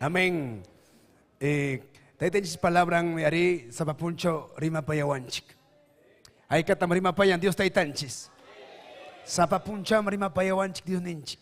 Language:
Ayacucho Quechua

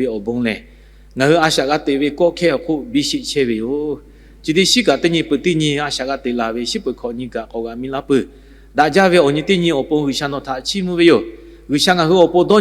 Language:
Lahu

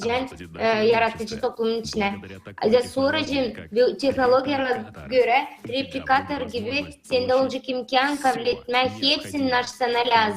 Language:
Gagauz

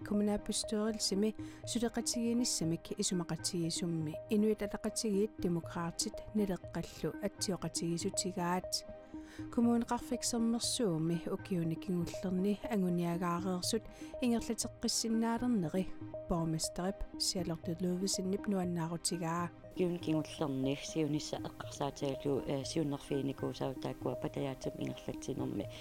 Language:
Kalaallisut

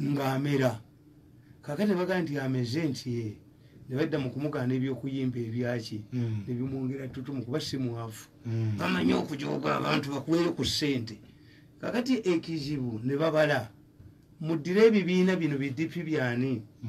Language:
Ganda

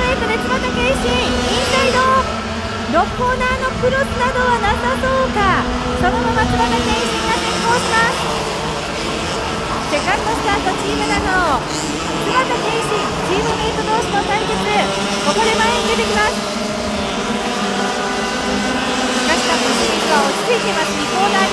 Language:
Japanese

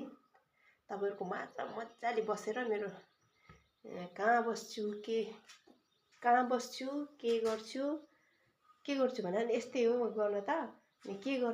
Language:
Nepali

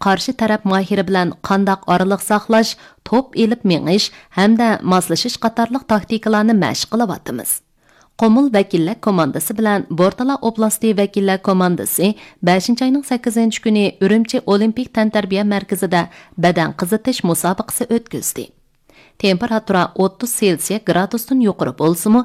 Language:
Uyghur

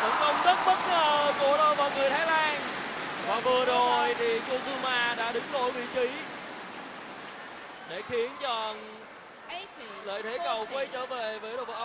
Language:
Vietnamese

